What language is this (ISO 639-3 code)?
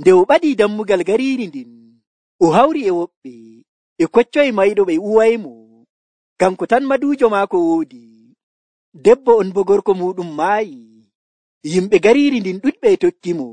fuv